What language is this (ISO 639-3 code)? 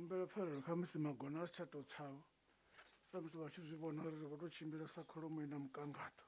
ven